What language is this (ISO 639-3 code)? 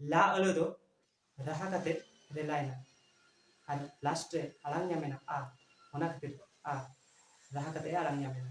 sat